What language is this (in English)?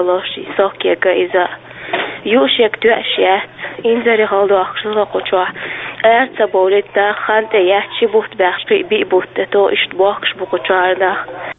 Chechen